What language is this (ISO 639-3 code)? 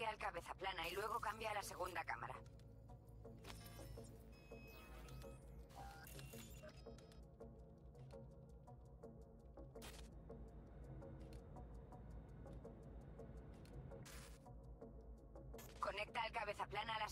spa